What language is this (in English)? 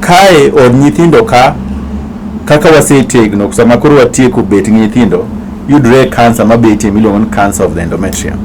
Luo (Kenya and Tanzania)